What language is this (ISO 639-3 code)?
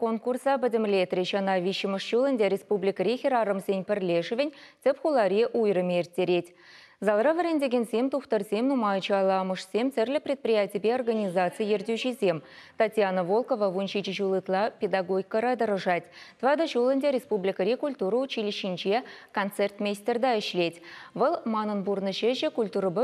chv